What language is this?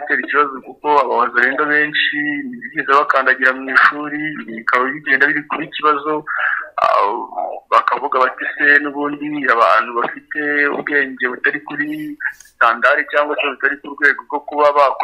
Kinyarwanda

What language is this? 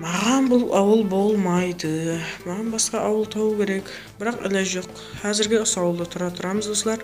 Kara-Kalpak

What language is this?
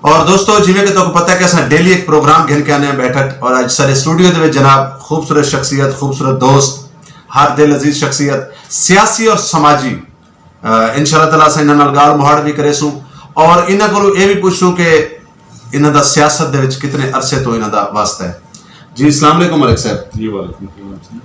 Saraiki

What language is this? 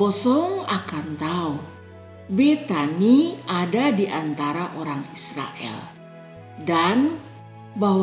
Kupang Malay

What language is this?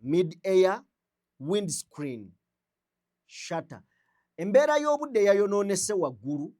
Ganda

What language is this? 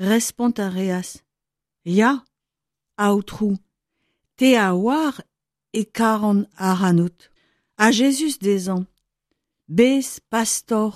Breton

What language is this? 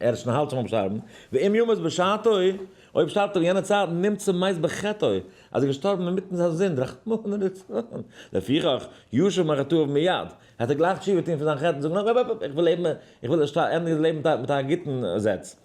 Yiddish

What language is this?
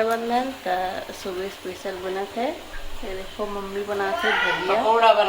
Chhattisgarhi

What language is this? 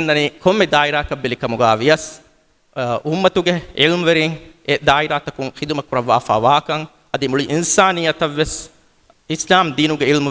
Divehi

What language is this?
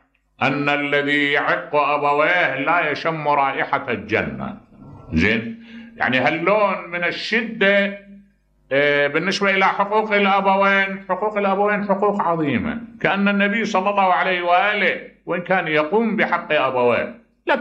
Mesopotamian Arabic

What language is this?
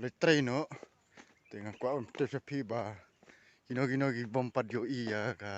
Khasi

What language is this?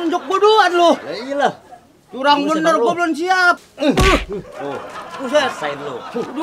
Betawi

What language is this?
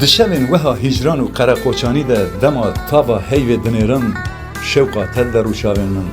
Kurdish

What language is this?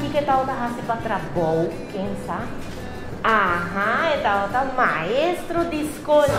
Papiamento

